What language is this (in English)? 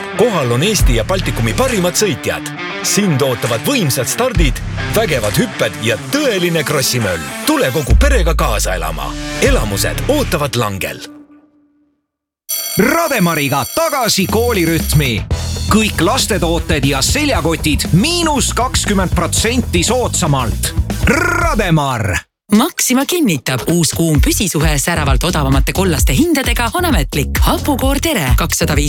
Estonian